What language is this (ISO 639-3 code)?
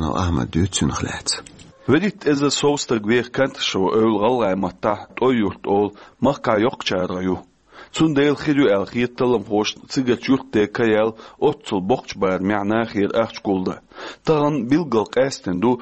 che